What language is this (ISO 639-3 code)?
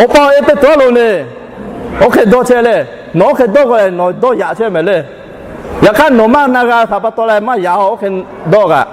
lhu